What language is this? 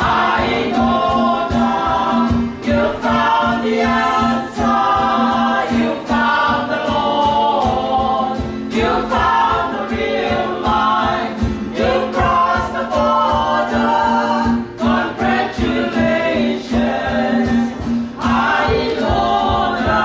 Tongan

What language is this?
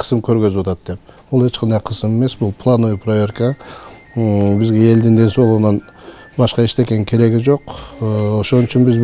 Kyrgyz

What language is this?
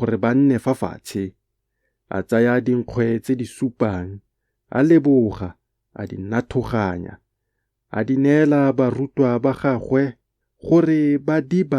Tswana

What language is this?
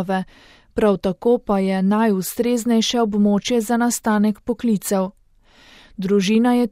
Slovenian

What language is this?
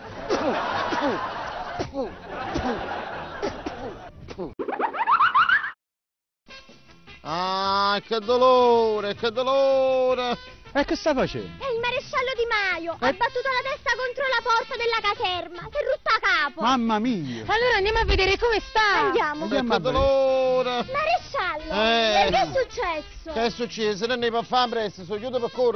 Italian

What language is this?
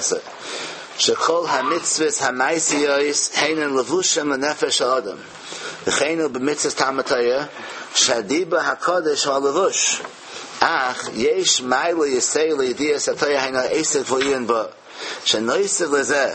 Yiddish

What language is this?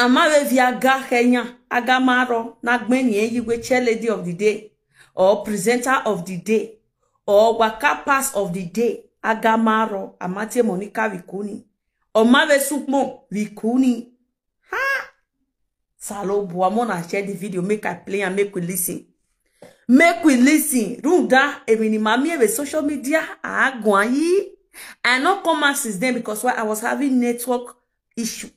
Nigerian Pidgin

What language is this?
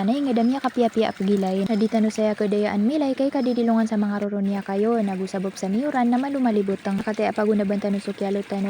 Maranao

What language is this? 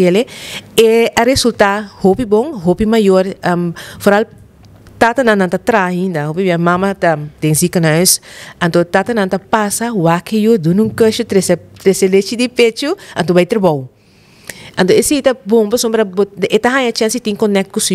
Papiamento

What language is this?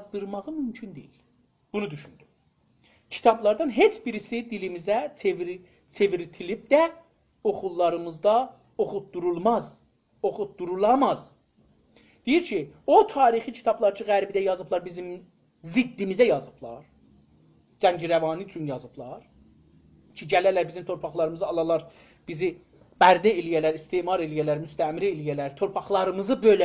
South Azerbaijani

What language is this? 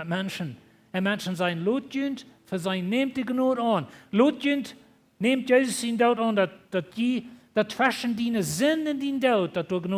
Plautdietsch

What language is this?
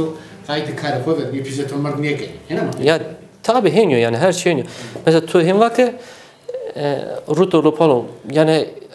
Zaza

